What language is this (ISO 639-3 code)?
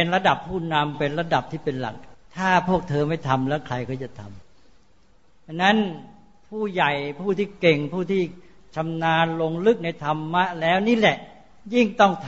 tha